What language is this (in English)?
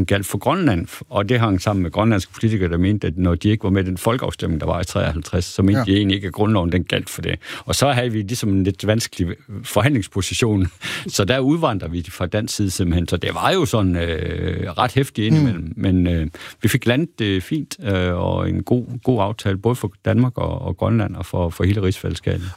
Danish